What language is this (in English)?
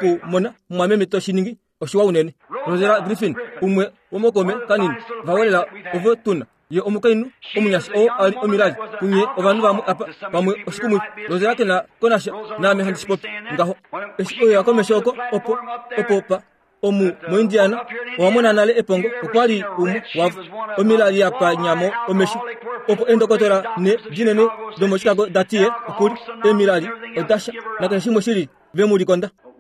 Kuanyama